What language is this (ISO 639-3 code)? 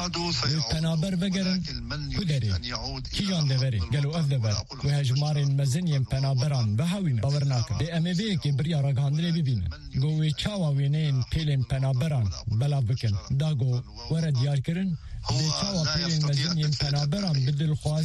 kur